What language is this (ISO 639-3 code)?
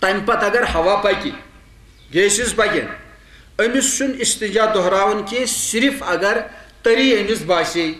kas